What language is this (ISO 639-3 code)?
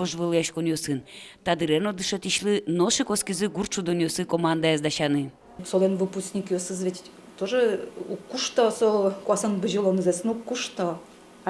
udm